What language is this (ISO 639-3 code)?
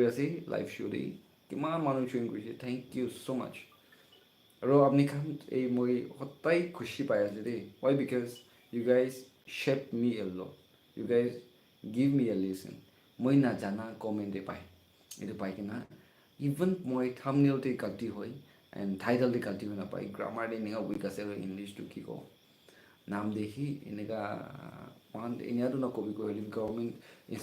nag